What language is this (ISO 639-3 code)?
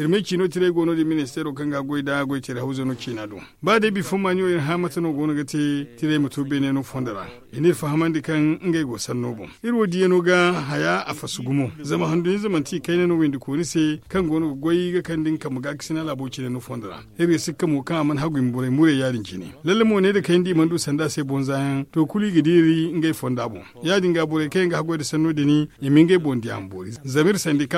dje